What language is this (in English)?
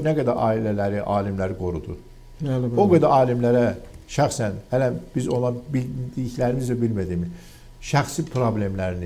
Azerbaijani